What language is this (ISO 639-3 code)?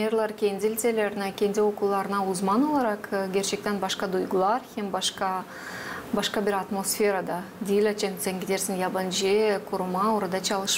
gag